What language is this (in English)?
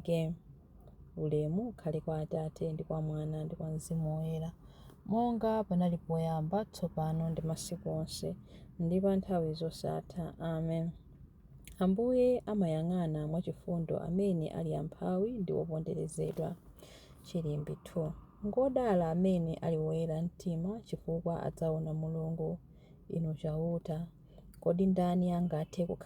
Nyanja